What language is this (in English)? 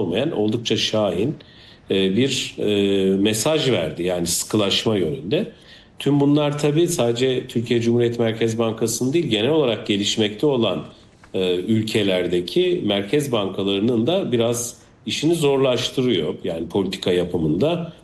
Turkish